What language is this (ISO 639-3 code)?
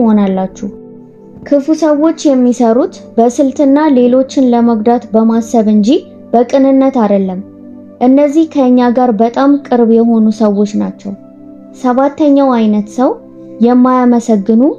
amh